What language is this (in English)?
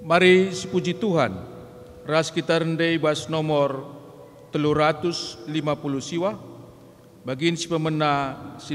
Batak Karo